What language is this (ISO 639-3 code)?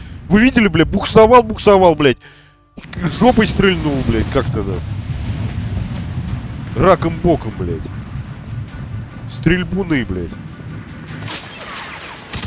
rus